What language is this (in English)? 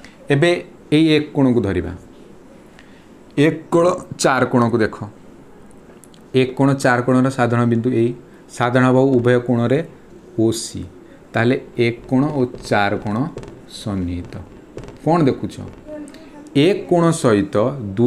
Odia